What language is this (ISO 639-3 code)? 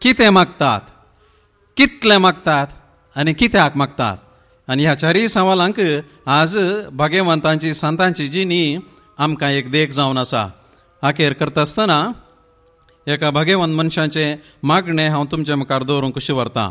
kok